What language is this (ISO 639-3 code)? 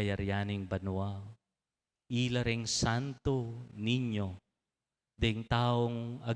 pam